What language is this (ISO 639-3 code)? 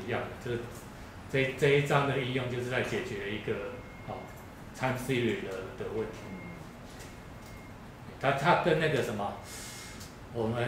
zho